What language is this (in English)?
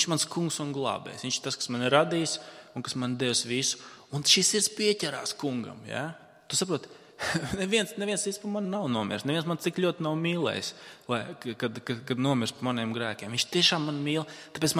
Latvian